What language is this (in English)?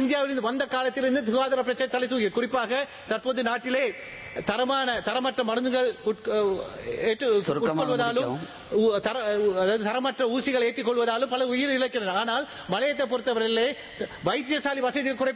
Tamil